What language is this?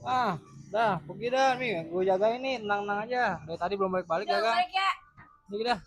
Betawi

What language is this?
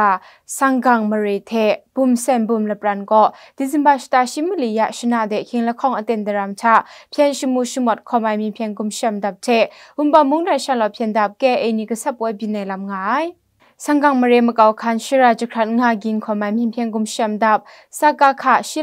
Kachin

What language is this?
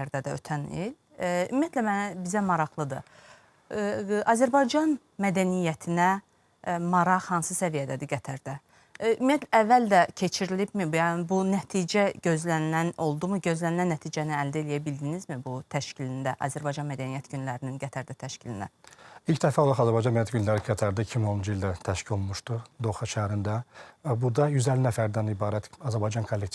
Azerbaijani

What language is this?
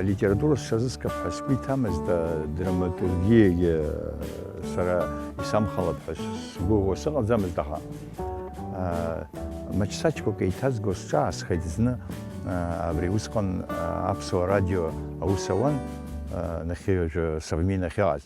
Abkhazian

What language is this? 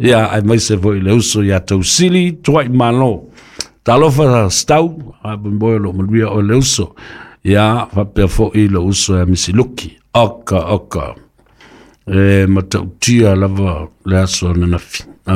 Samoan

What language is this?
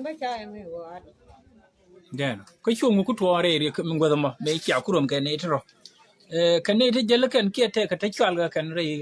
Nuer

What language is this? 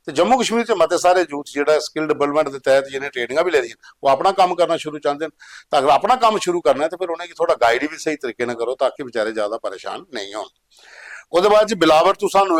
Dogri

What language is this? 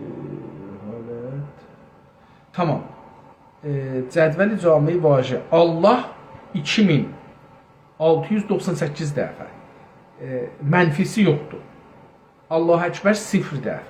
South Azerbaijani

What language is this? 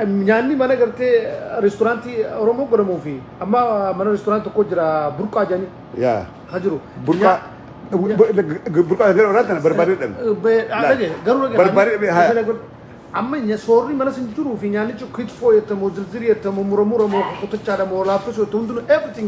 Oromo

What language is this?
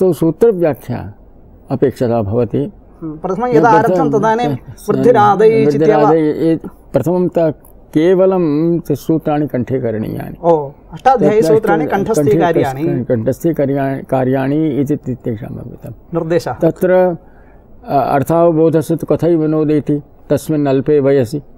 Sanskrit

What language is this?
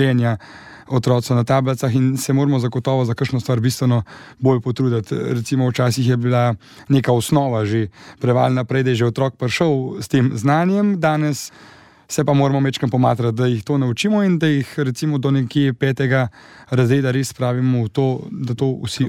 Slovenian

